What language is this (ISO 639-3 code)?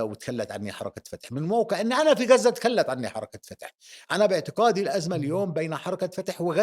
apc